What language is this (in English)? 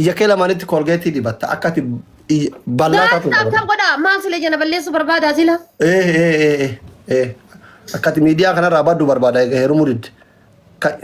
Oromo